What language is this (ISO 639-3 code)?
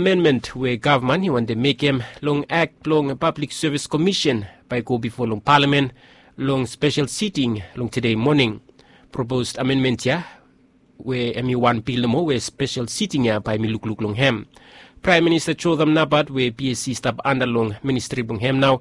bis